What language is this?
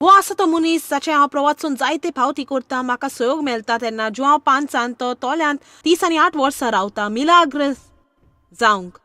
Konkani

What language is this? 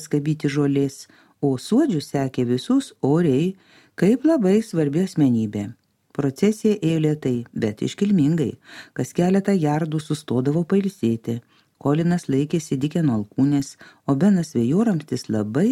Lithuanian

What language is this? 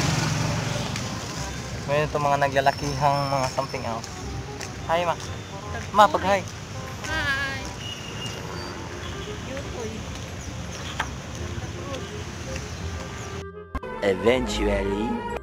Filipino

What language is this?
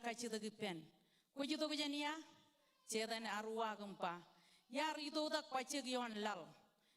Marshallese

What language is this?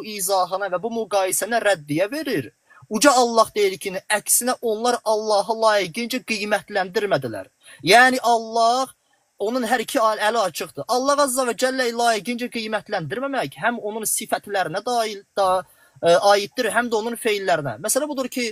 Azerbaijani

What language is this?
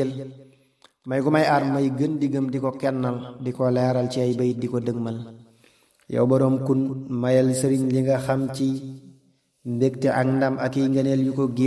Wolof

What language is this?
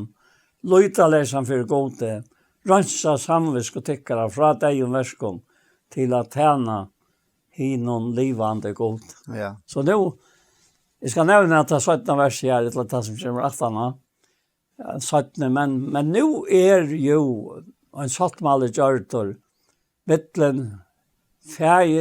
Faroese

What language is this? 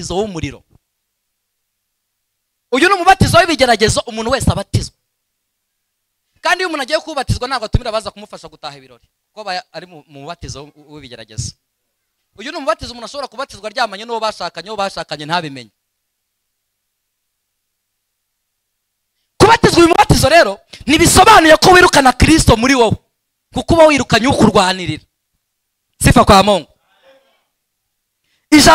Kinyarwanda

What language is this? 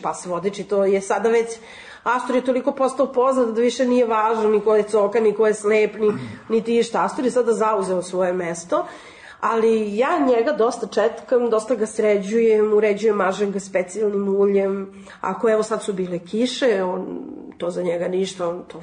Serbian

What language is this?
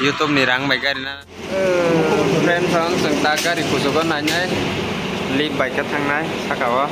Kok Borok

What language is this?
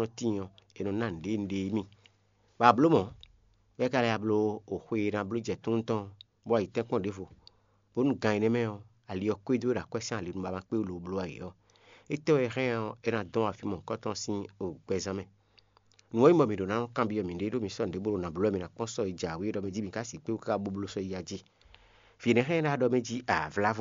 Fon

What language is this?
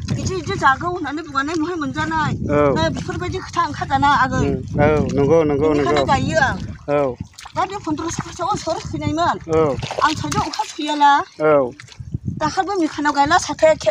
Bodo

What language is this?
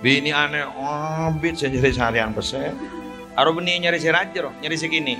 Madurese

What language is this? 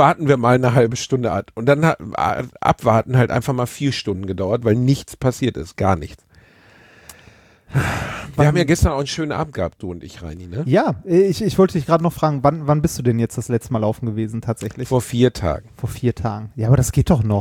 German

